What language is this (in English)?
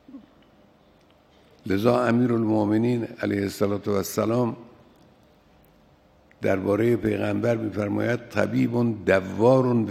Persian